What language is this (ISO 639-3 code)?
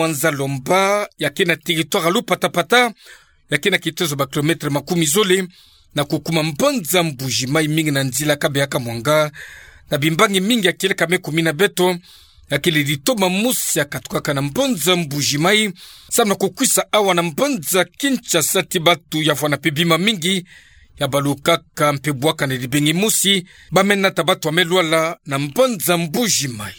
ktu